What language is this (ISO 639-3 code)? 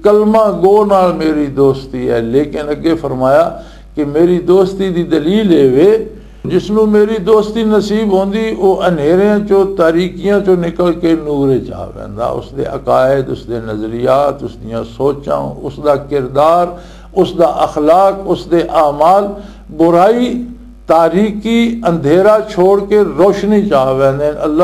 lah